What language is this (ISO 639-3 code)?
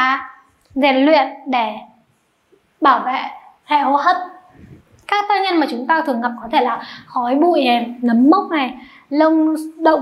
vie